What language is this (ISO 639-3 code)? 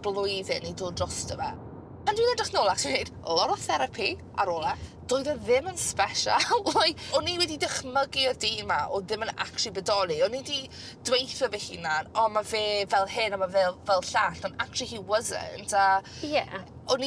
cym